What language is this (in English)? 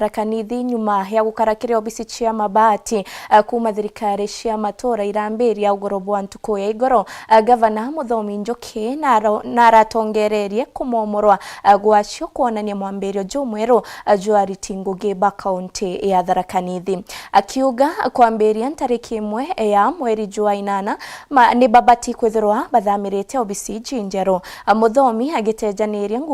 Meru